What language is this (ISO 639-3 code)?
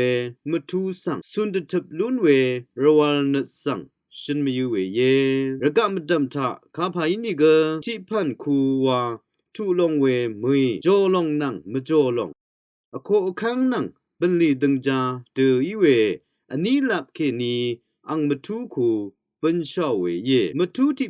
raw